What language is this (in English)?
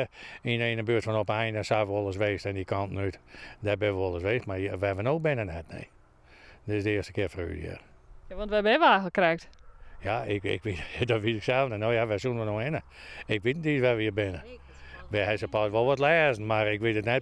Western Frisian